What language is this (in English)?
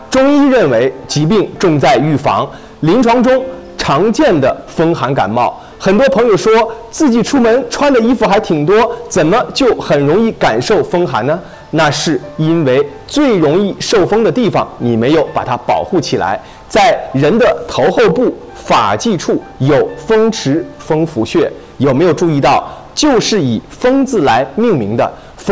Chinese